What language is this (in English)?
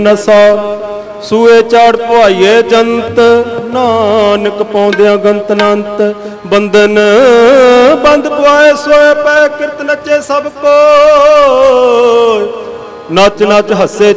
Punjabi